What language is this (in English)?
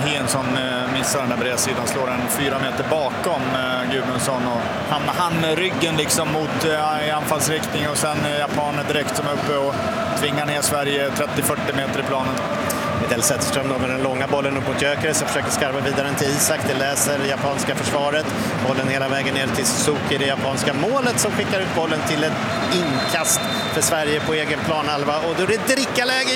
Swedish